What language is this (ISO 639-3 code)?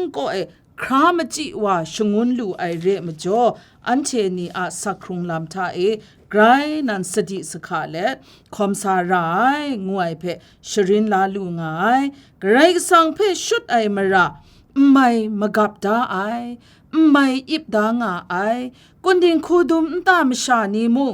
kac